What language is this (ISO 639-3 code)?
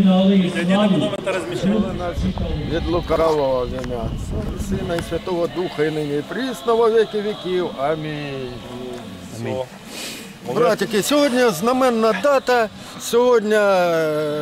ukr